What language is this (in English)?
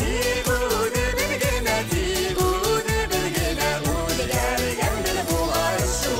Bashkir